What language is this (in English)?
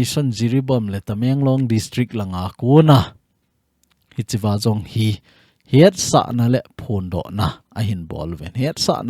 Thado Chin